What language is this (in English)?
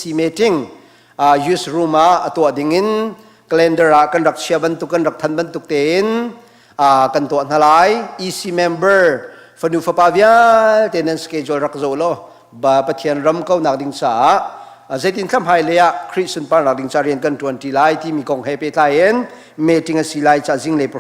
Hakha Chin